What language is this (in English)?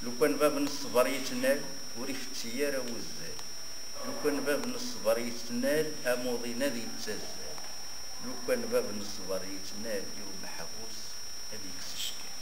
Kabyle